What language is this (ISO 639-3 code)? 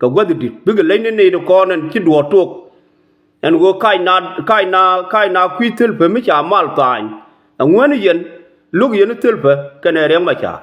nus